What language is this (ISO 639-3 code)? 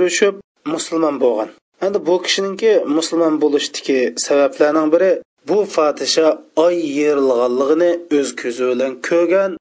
uig